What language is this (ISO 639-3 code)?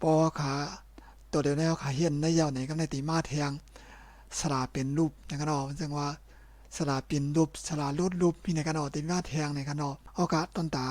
shn